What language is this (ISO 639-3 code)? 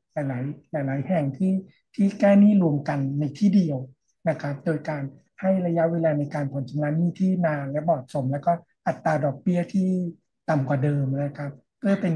tha